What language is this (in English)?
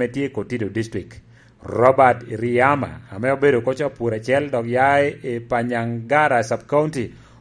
Lango (Uganda)